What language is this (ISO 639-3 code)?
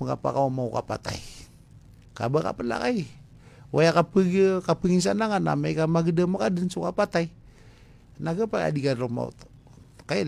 mrw